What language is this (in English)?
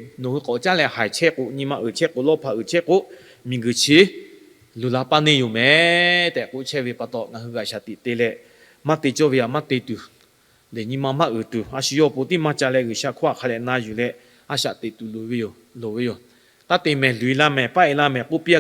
Lahu